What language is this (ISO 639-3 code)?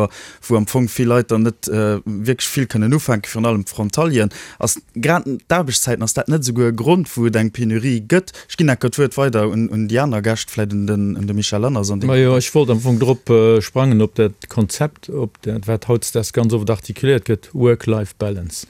ltz